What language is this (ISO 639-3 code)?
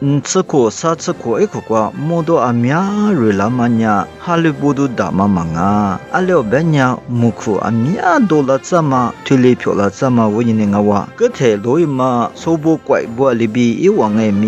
lis